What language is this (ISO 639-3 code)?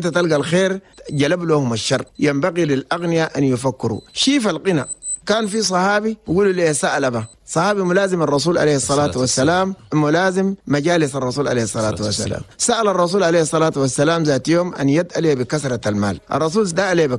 shu